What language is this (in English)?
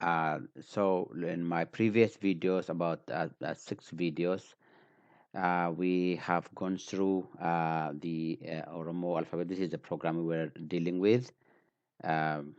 English